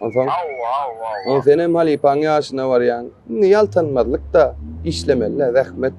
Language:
Turkmen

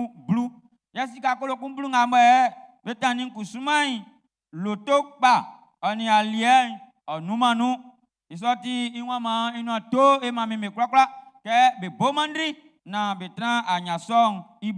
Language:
Baoulé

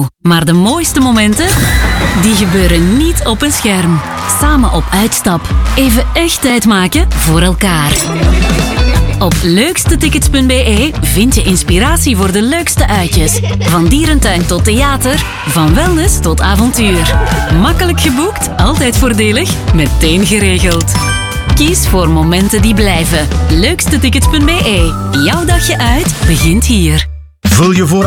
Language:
Dutch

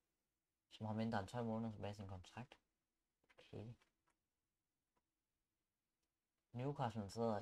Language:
Danish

